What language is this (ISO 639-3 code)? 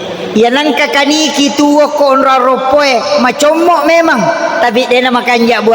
bug